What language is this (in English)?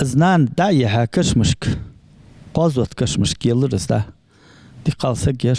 Ingush